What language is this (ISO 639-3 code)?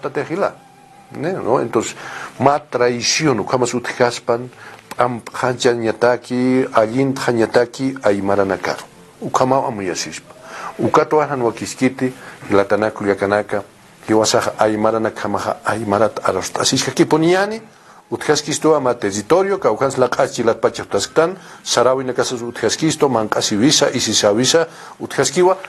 aym